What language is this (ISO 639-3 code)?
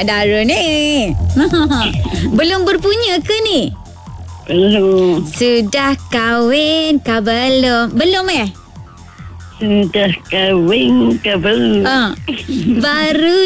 msa